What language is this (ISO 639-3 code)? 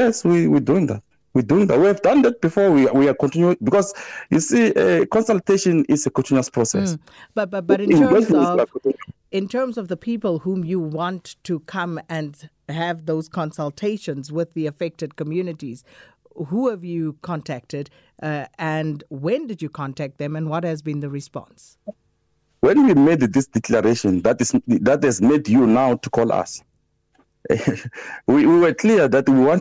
eng